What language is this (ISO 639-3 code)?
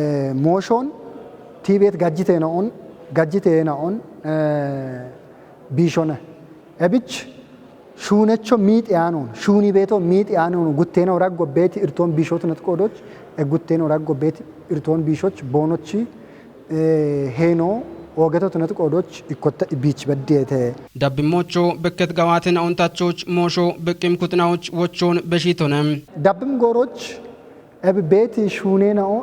kbr